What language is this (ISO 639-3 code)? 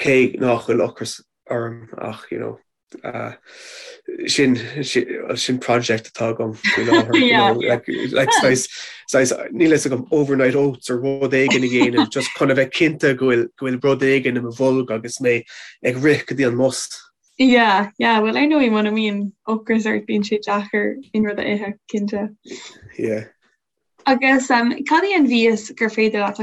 gle